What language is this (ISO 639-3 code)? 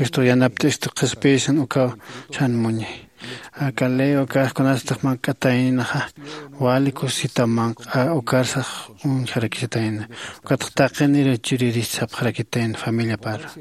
aym